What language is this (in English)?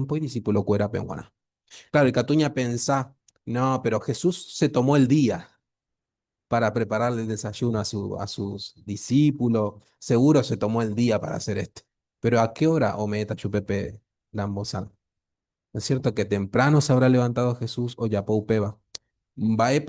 Guarani